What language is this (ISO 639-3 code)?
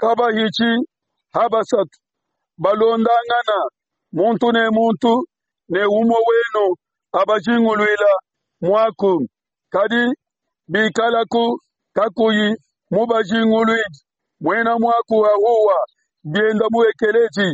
lua